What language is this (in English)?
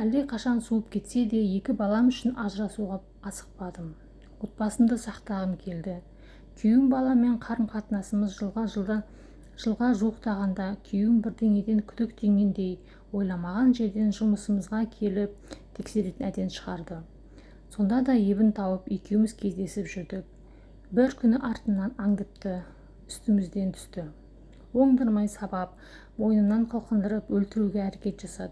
Kazakh